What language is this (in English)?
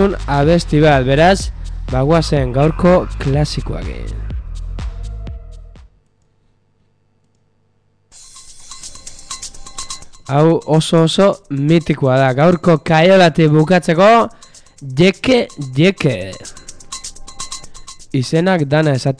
Basque